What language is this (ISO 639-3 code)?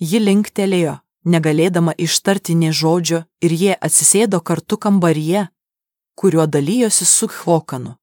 lit